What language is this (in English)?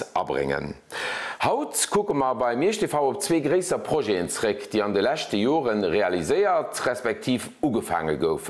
Luxembourgish